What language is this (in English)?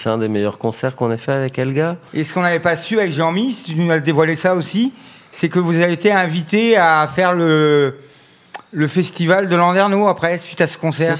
French